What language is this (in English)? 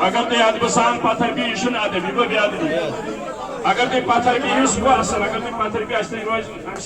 Kashmiri